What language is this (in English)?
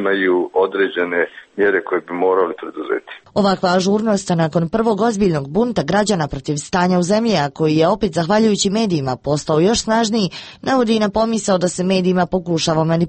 Serbian